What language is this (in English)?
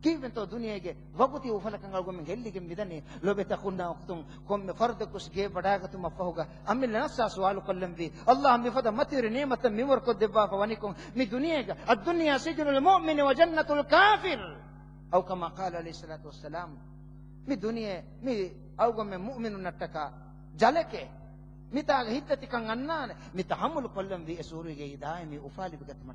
Divehi